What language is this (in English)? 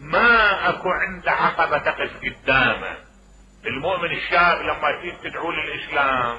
Mesopotamian Arabic